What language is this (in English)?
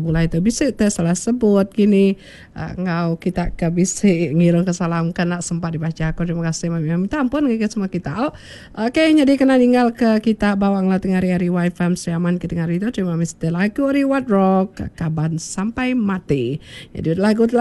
Iban